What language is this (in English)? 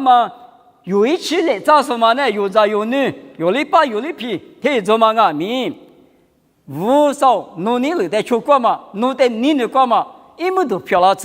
Lisu